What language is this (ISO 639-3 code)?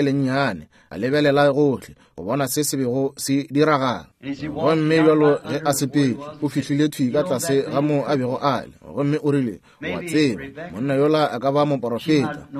nso